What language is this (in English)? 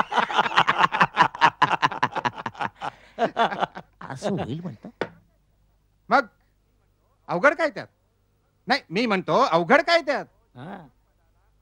Marathi